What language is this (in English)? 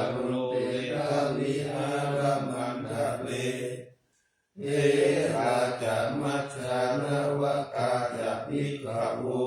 Pali